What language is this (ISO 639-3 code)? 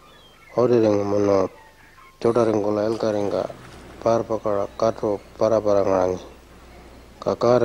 pjt